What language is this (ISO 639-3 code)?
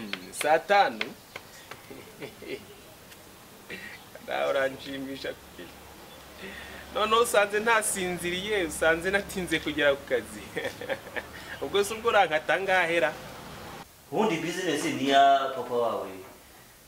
kin